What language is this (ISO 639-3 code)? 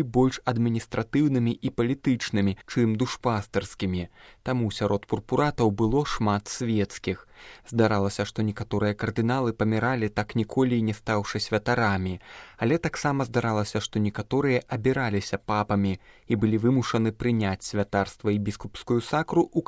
bel